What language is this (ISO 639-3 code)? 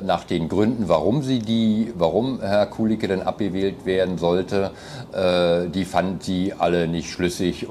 deu